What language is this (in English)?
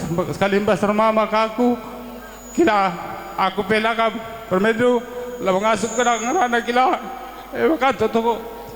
Batak Karo